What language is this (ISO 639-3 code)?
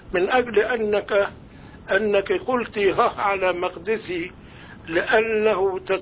ara